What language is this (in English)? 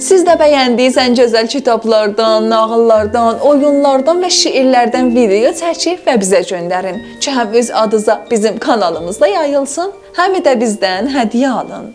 South Azerbaijani